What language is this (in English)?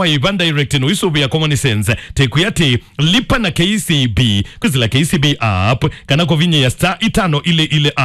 Kamba